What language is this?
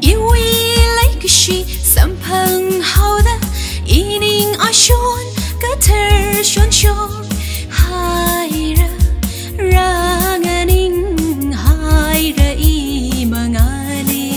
Tangkhul Naga (India)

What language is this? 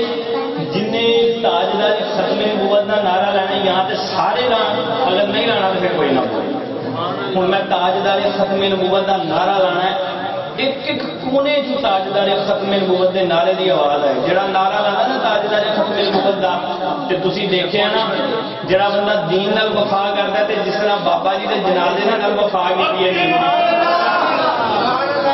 Urdu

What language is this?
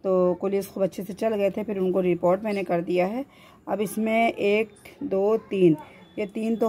Hindi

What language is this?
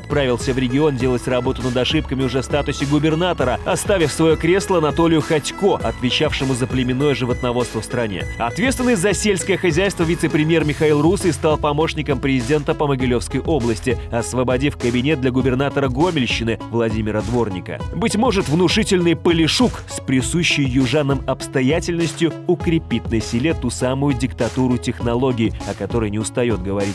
Russian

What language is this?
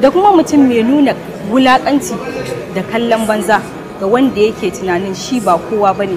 Hausa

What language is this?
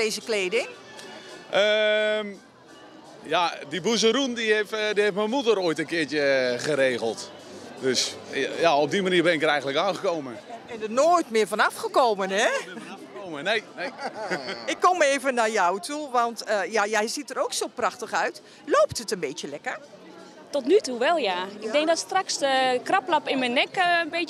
Dutch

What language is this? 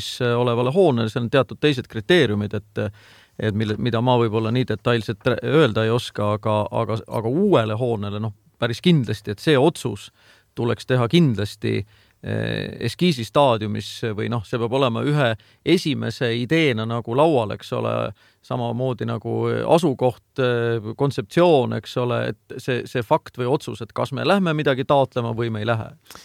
Estonian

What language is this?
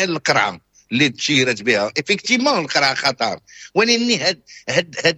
Moroccan Arabic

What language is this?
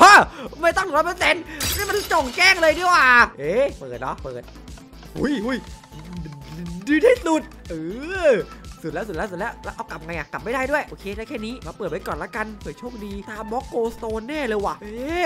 Thai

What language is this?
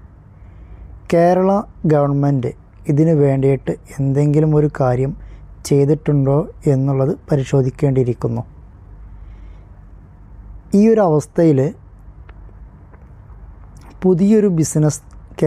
Malayalam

